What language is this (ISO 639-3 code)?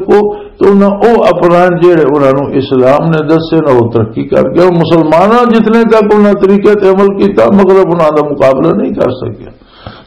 lah